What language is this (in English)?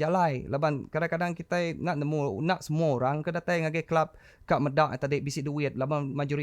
Iban